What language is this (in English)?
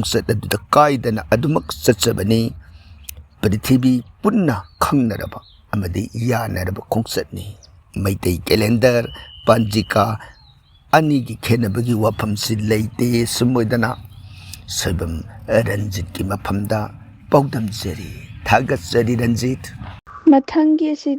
Manipuri